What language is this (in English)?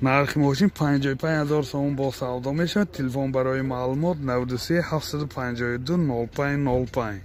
Tajik